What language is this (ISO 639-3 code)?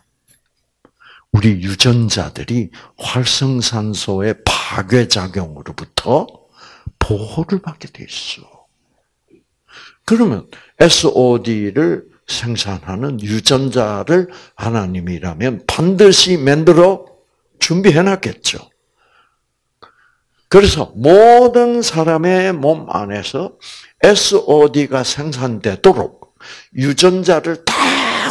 kor